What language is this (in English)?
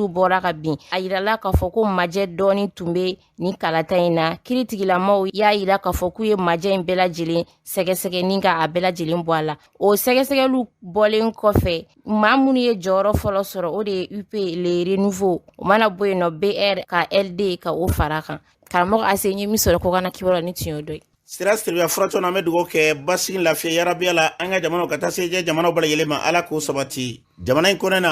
Bambara